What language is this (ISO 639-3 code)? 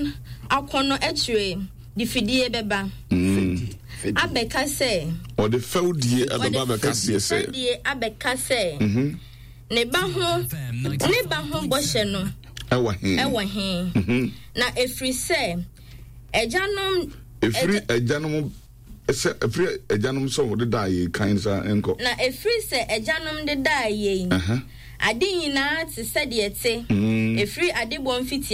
aka